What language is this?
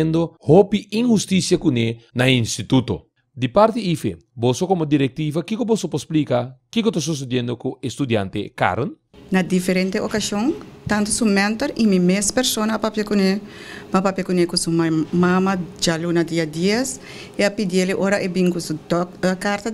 Papiamento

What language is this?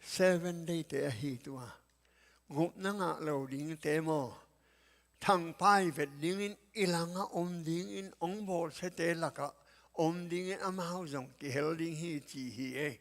Tedim Chin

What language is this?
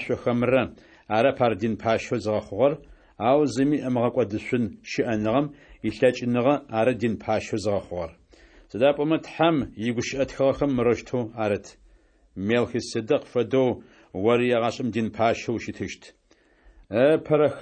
Adyghe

